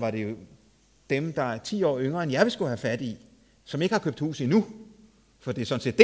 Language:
Danish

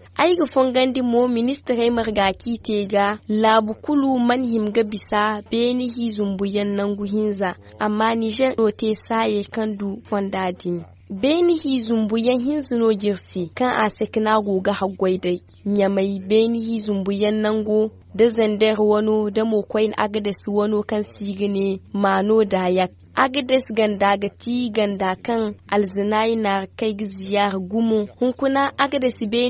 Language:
Zarma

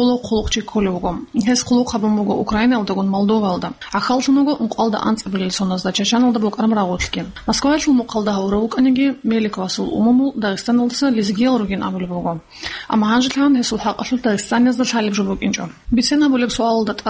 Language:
Avaric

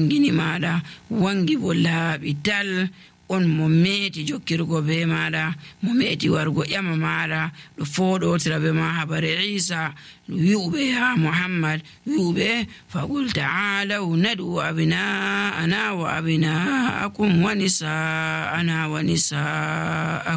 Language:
Nigerian Fulfulde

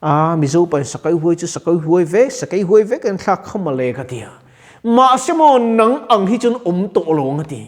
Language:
Mizo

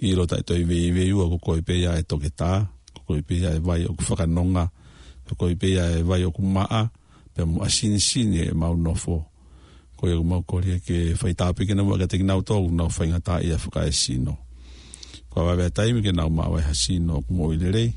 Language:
Tongan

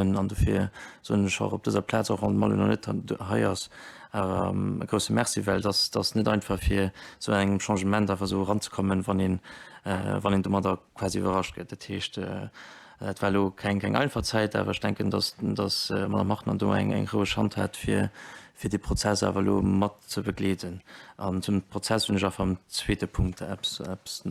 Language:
Luxembourgish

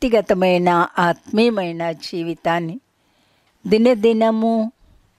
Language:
Telugu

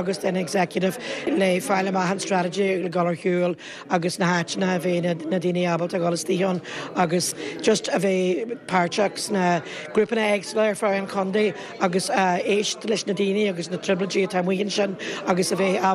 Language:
Irish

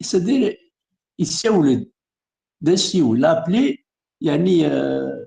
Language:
Kabyle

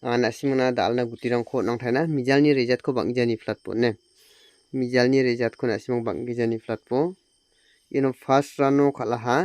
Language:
Garo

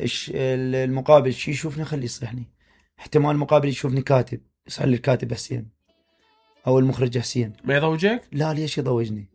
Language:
Mesopotamian Arabic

